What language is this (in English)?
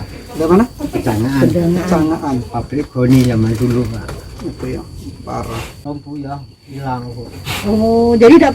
Musi